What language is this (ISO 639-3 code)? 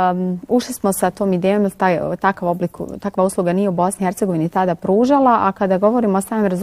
bos